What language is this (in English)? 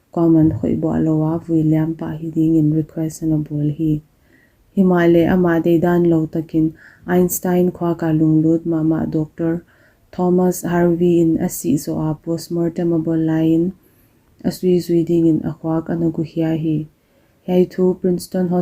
Paite Chin